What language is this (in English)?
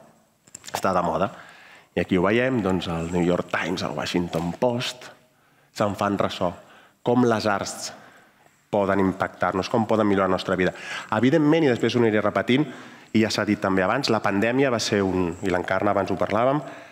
Catalan